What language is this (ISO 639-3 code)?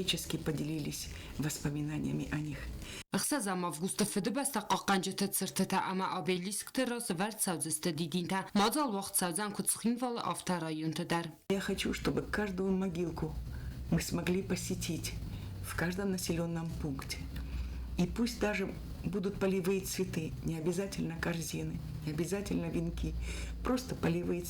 oss